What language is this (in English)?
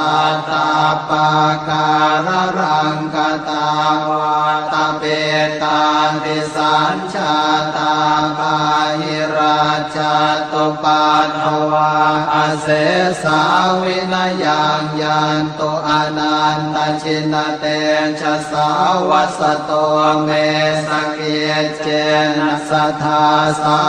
Pali